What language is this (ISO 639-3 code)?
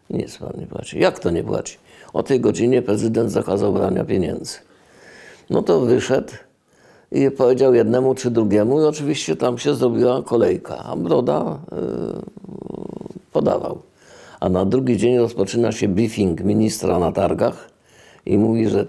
pol